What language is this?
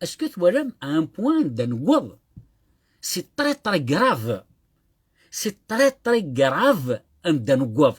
Kabyle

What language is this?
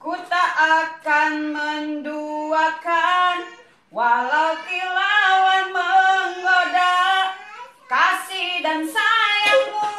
Sundanese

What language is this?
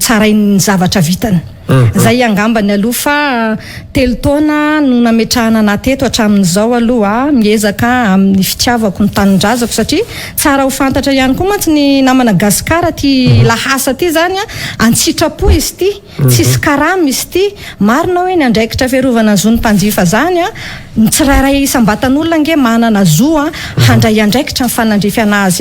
Malagasy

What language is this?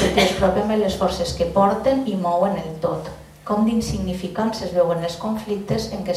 Catalan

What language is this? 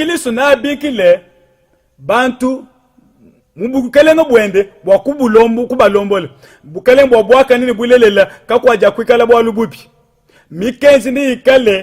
Luba-Lulua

